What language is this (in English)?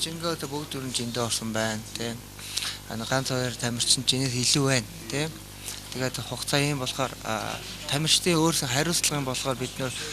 Mongolian